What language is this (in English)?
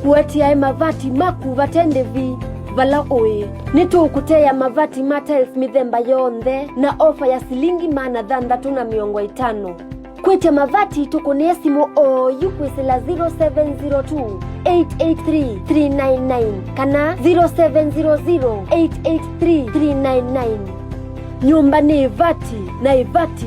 Kamba